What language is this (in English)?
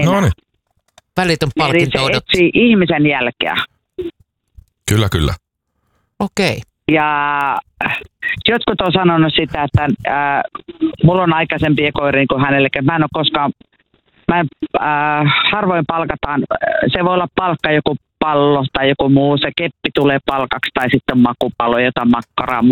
Finnish